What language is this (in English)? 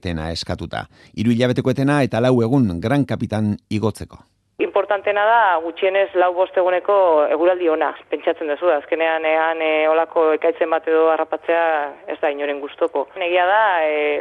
Basque